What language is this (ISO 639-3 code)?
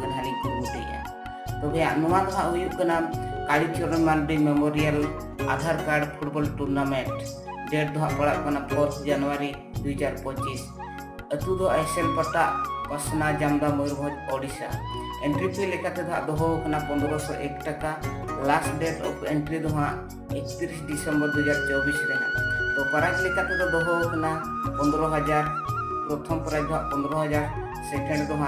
sat